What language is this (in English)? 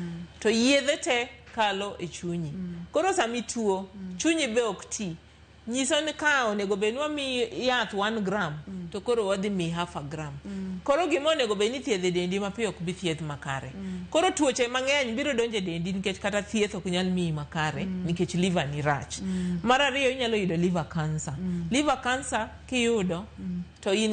Luo (Kenya and Tanzania)